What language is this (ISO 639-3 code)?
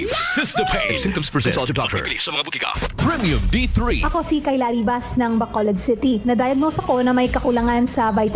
fil